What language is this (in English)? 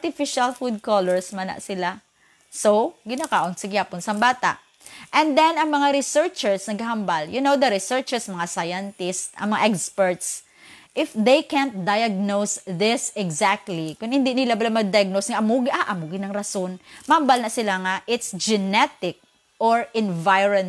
Hiligaynon